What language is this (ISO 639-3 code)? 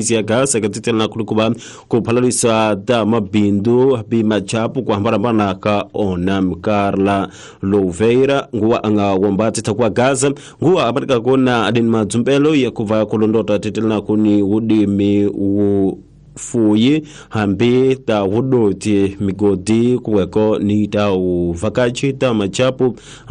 tso